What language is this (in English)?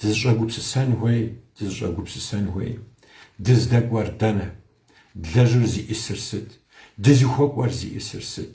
Kabardian